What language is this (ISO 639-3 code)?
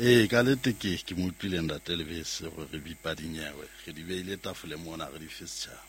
sot